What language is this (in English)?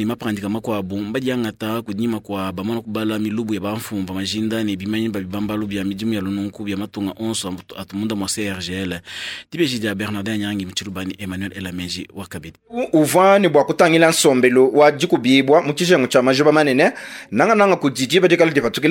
Luba-Lulua